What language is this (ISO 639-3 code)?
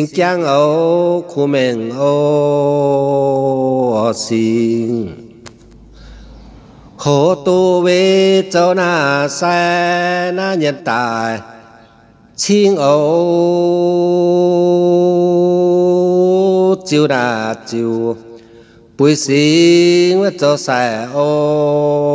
vie